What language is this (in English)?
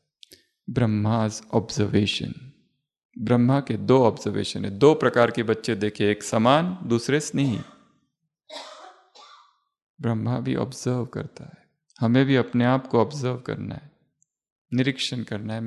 Hindi